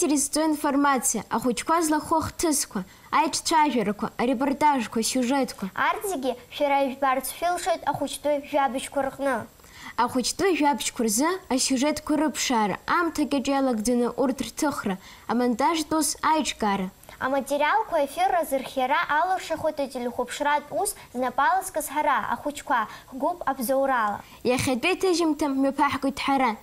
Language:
Abkhazian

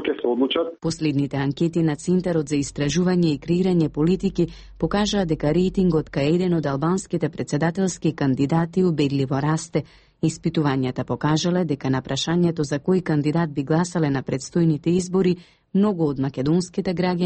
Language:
Macedonian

